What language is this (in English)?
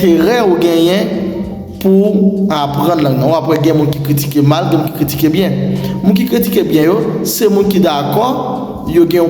Haitian Creole